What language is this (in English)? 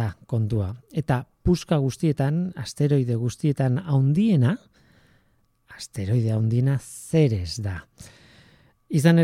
Basque